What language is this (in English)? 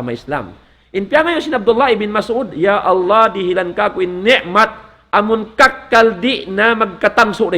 Tausug